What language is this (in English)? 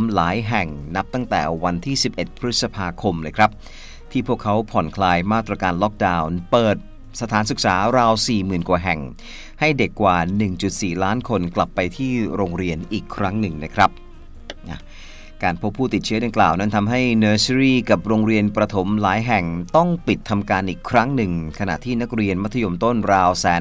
Thai